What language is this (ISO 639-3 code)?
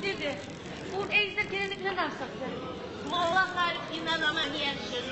kum